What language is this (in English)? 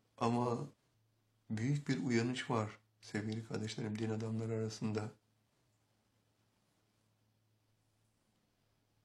Turkish